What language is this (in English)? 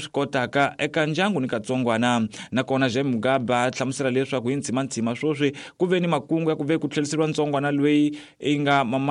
Tsonga